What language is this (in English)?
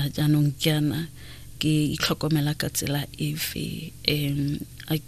Tswana